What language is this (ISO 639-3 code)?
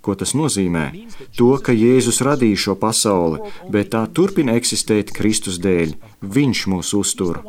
lav